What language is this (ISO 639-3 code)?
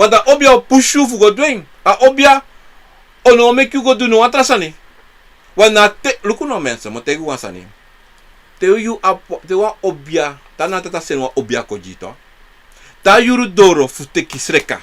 srn